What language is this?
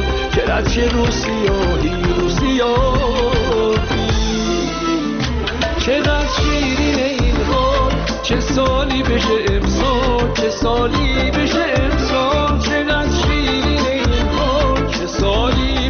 Persian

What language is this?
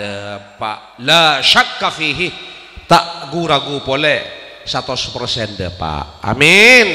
Madurese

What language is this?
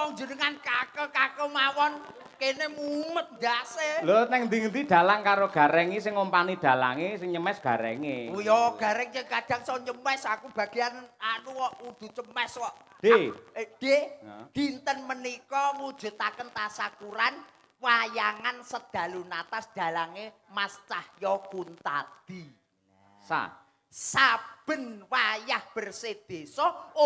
Javanese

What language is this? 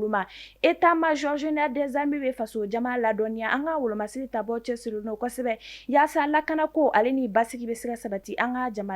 Bambara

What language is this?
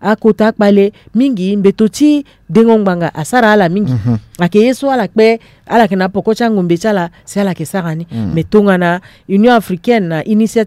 Sango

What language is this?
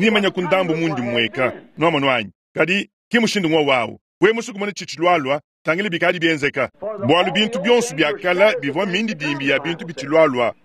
Luba-Lulua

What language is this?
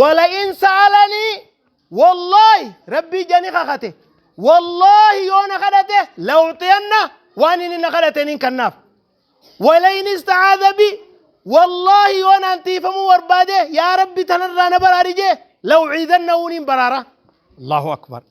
Oromo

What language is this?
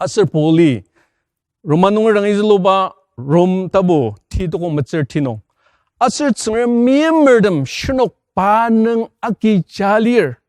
Ao Naga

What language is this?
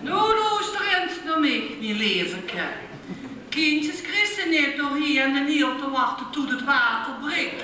Limburgish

